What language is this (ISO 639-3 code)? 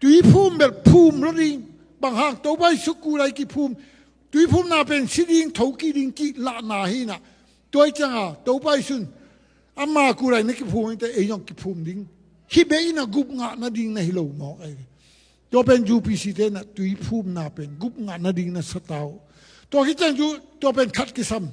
ctd